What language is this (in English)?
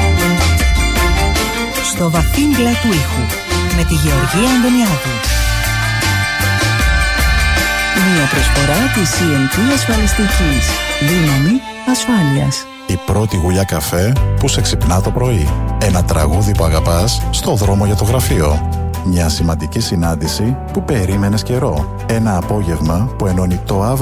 Greek